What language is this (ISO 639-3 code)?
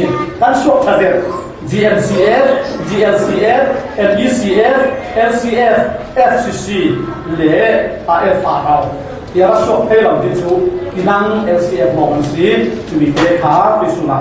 cfm